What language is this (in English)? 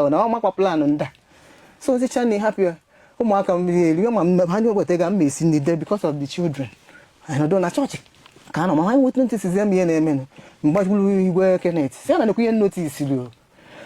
Igbo